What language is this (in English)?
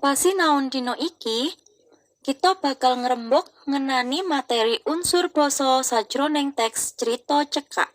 Javanese